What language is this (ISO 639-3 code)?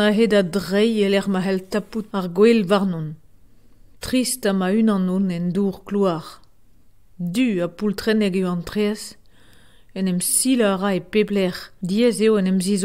bre